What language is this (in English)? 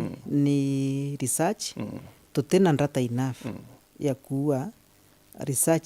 Meru